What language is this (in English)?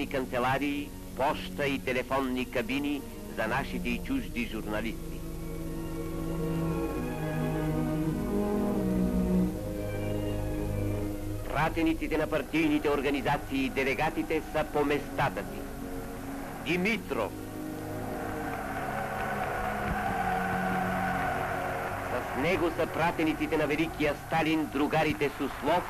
Bulgarian